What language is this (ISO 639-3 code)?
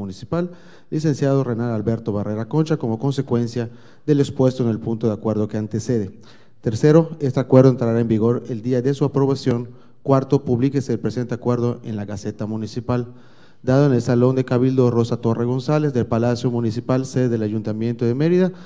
spa